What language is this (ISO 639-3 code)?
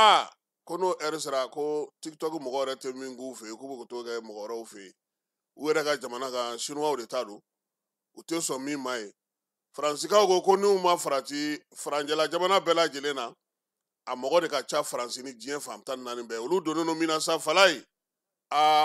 bam